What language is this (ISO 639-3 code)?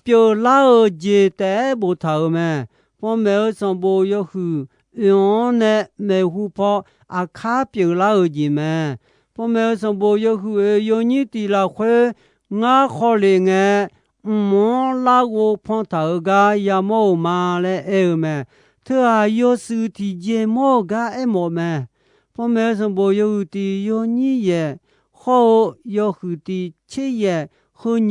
ahk